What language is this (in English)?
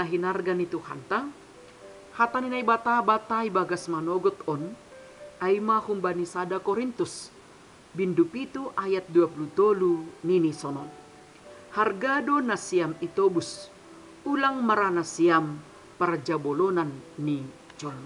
Batak Simalungun